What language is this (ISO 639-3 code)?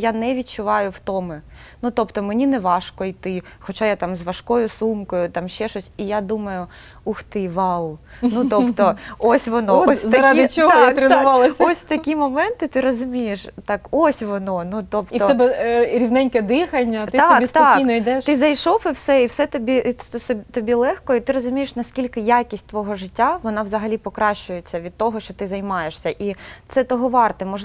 ukr